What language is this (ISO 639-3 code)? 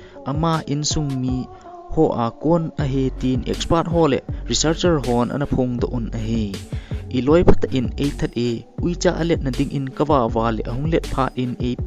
tcz